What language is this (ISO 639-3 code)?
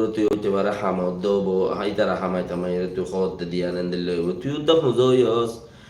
rhg